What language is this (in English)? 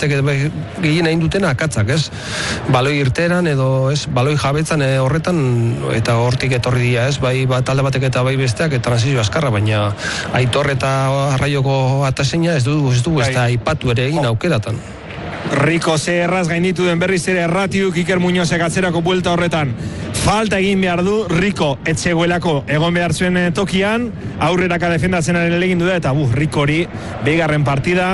Basque